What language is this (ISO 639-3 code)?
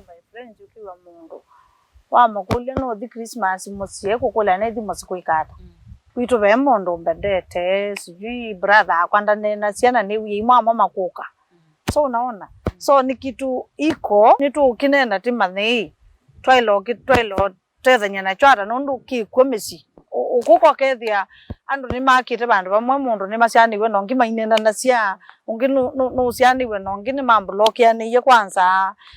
kam